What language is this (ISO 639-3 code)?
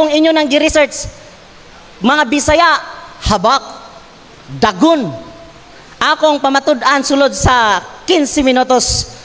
ceb